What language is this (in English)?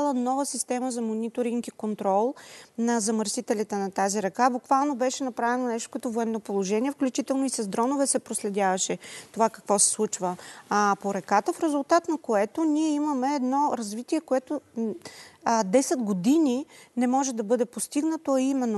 Bulgarian